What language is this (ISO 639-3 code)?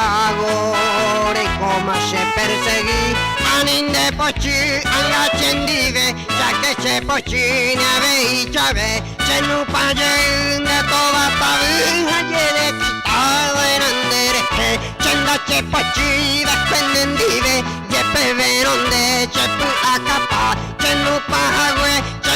grn